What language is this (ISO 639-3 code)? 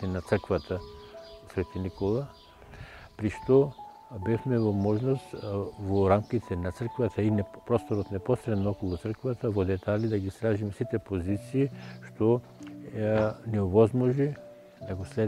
mkd